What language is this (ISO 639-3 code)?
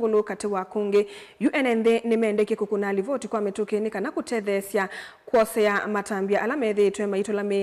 kam